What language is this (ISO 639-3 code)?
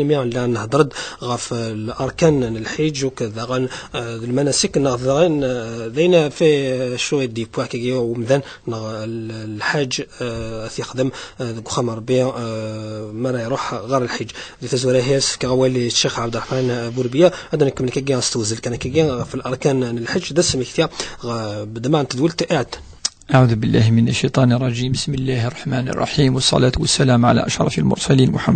kab